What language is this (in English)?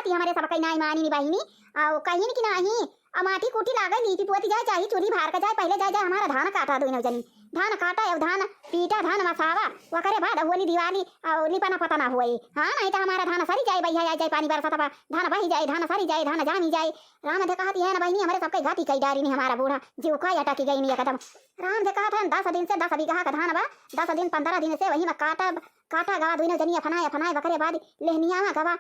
Awadhi